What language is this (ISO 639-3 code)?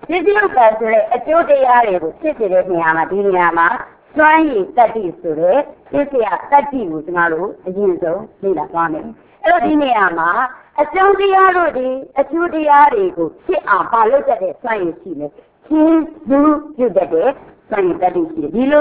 mya